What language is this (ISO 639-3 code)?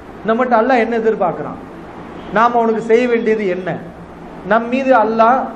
tam